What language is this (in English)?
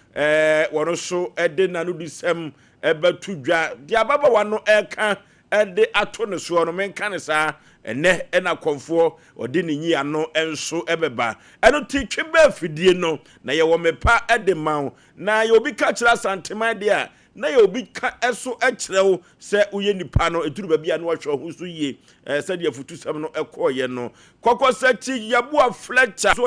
Akan